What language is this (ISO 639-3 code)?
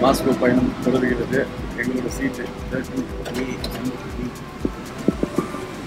tam